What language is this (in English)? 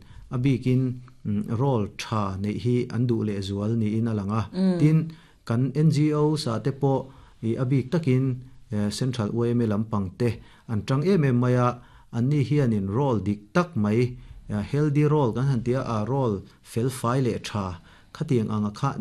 Mizo